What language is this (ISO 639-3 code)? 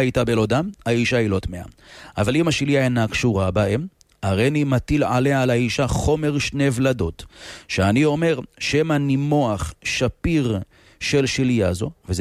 heb